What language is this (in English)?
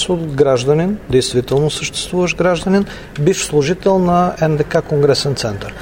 Bulgarian